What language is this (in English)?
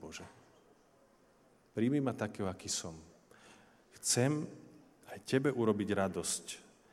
Slovak